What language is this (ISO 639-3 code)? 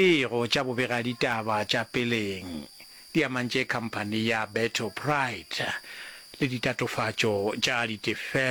nso